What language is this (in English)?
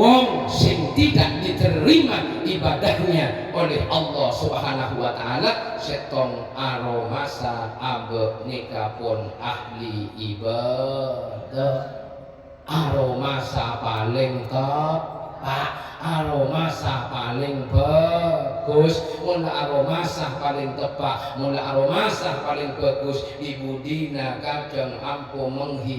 Madurese